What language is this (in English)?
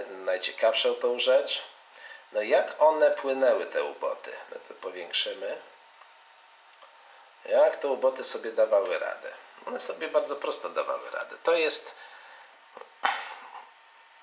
Polish